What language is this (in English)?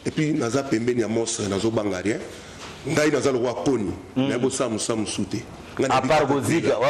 Lingala